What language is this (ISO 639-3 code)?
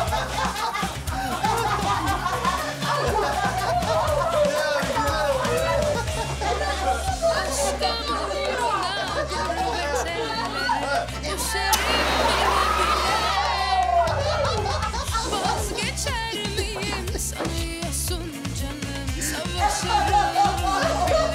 tur